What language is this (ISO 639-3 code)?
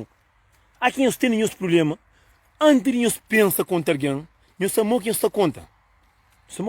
kea